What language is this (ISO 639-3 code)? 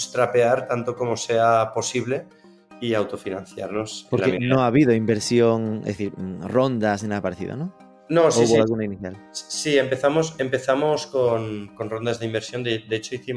spa